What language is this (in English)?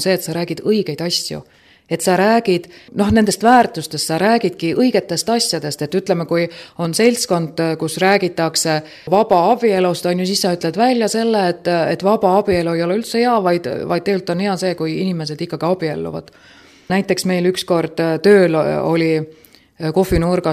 Estonian